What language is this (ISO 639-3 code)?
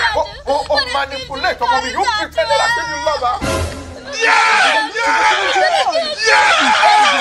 kin